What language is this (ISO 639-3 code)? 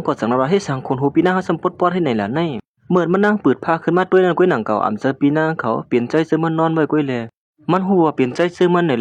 shn